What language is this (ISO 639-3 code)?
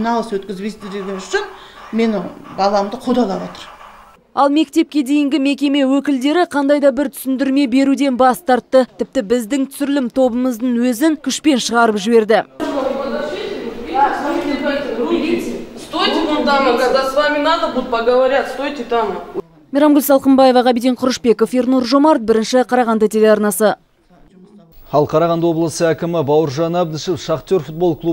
kaz